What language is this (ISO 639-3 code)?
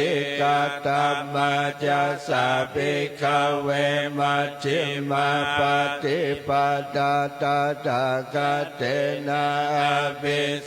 pli